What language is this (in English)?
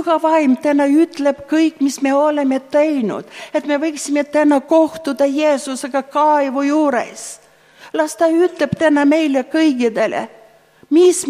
Estonian